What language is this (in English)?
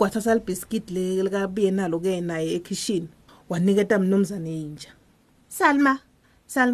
Swati